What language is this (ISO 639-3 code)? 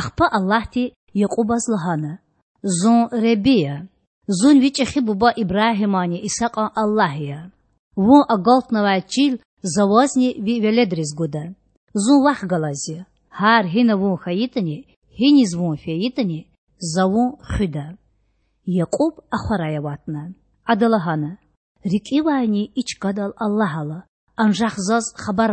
lez